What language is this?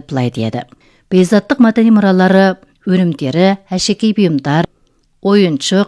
Kazakh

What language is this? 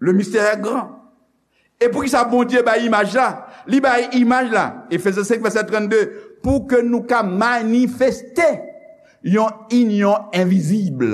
Haitian Creole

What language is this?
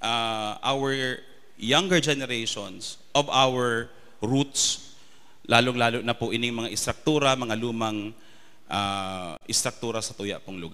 Bikol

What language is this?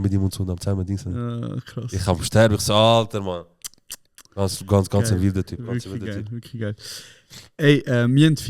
Swiss German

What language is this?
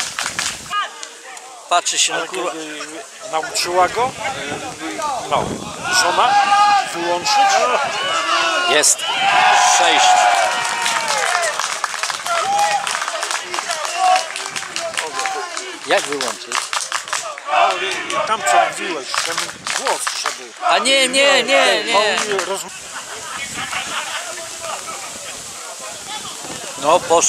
Polish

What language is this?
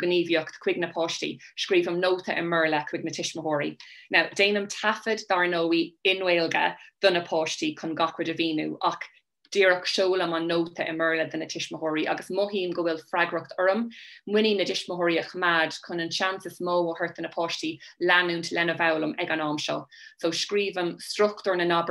Irish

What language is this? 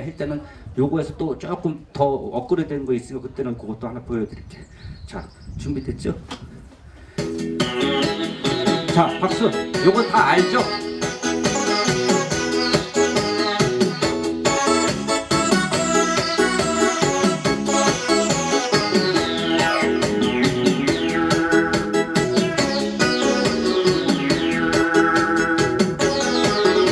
Korean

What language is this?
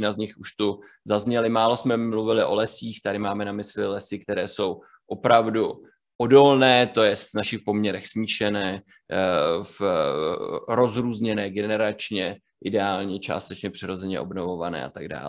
Czech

